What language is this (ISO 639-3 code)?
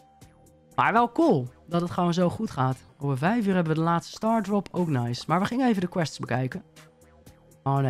nld